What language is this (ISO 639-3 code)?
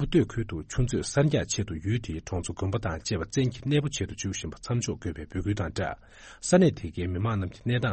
bod